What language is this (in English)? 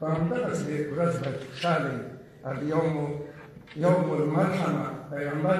Pashto